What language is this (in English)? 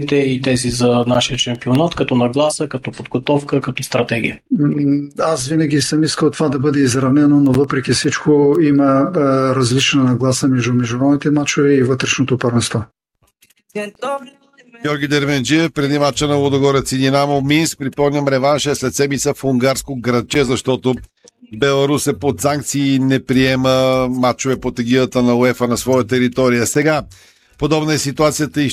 Bulgarian